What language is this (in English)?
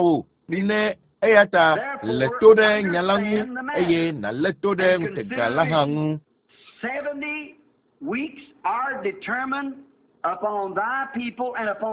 Ewe